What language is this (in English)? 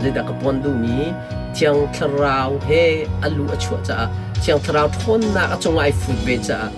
Hakha Chin